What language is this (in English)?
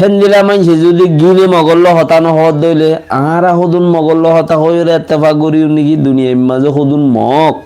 Rohingya